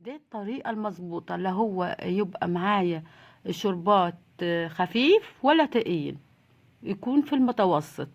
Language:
Egyptian Arabic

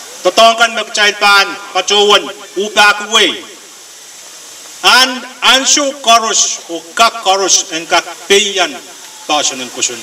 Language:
Pohnpeian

